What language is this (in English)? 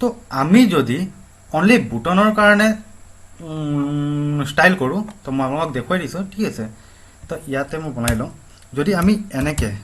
Assamese